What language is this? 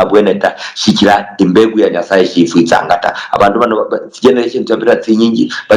Luyia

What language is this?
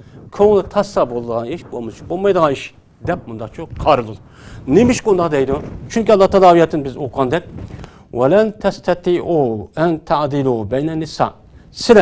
Uyghur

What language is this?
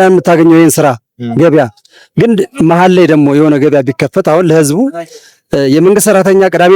Amharic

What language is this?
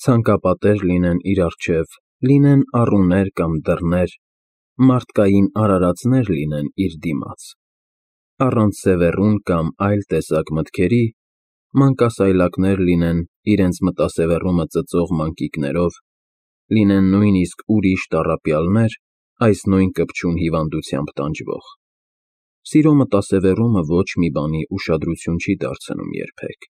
Armenian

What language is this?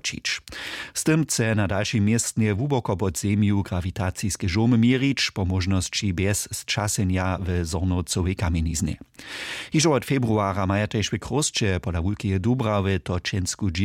Upper Sorbian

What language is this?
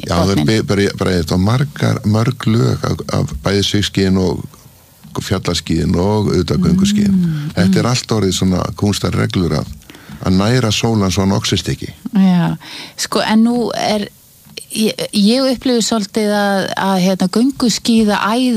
Icelandic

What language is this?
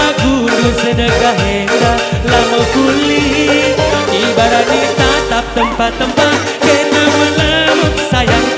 Batak Karo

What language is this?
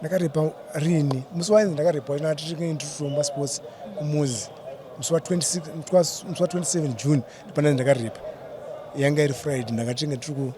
Shona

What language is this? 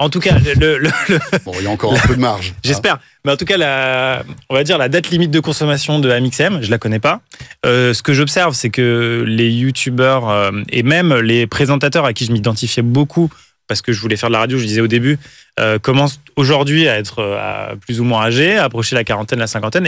French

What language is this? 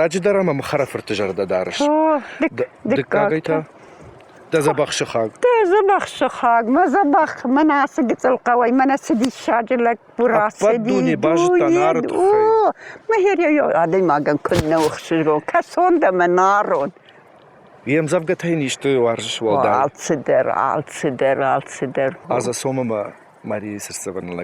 Ossetic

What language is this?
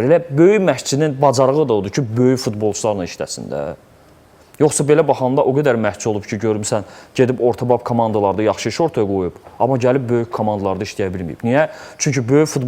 Azerbaijani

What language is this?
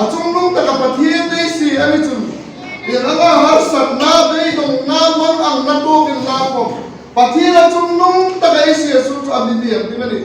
Hmar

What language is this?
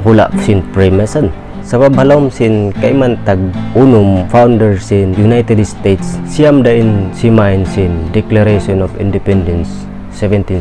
Tausug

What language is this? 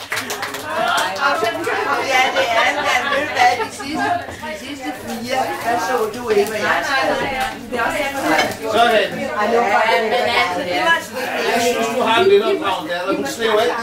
Danish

